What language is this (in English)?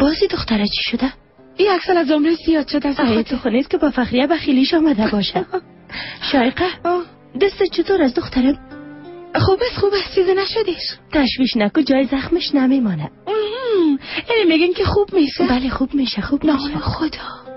Persian